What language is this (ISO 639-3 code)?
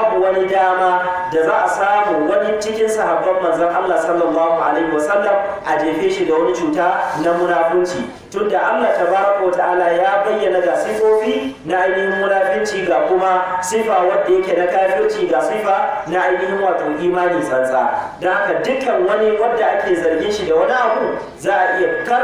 hau